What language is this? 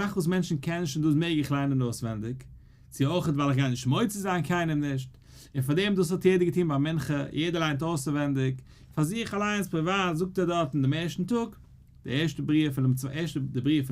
Yiddish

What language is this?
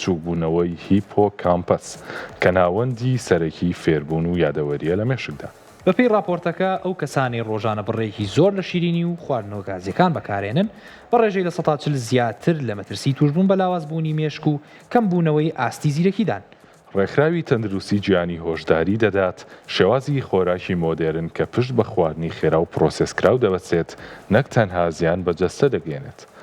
Central Kurdish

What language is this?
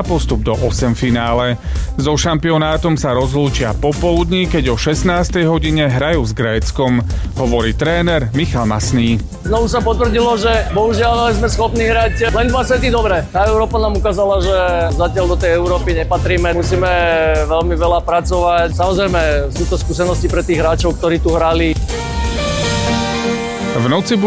Slovak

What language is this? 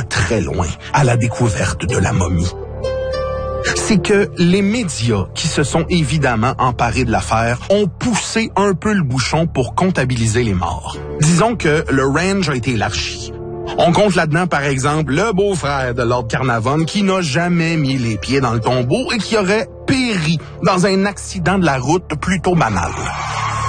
French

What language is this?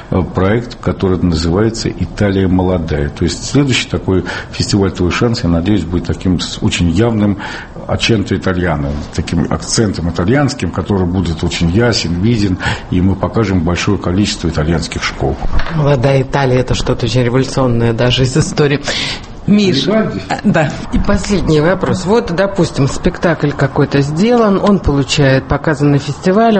Russian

